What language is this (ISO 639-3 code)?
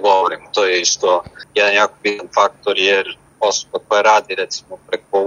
srp